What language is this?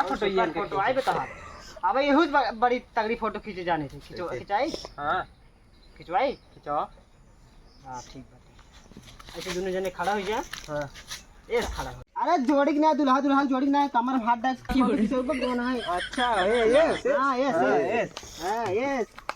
Awadhi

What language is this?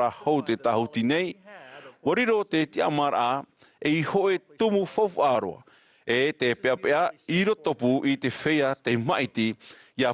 Tahitian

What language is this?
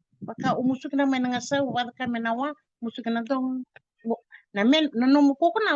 Fijian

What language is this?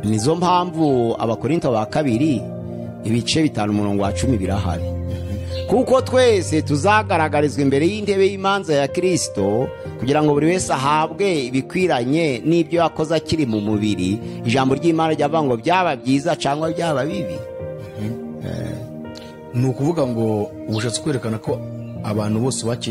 Kinyarwanda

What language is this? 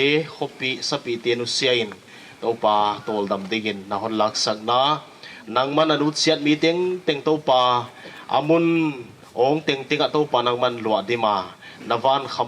Paite Chin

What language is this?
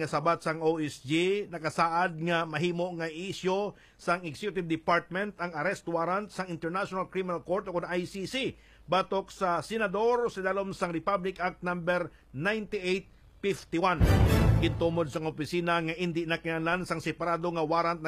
Hiligaynon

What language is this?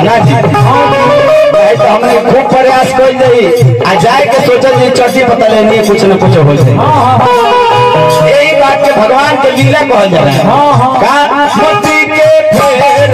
Bhojpuri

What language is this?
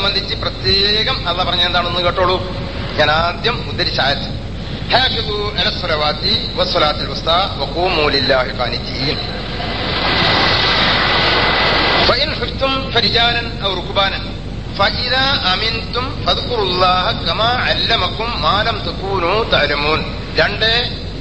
Malayalam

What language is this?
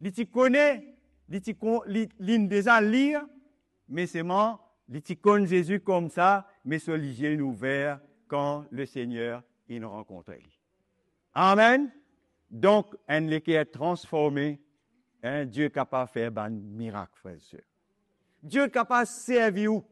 Morisyen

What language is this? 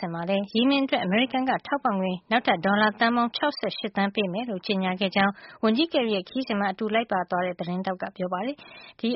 Burmese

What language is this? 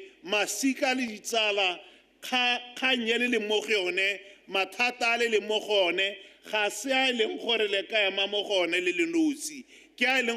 Tswana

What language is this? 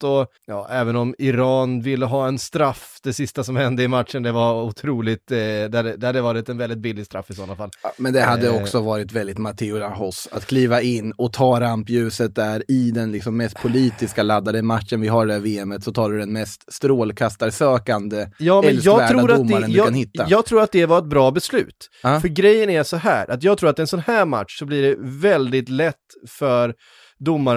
Swedish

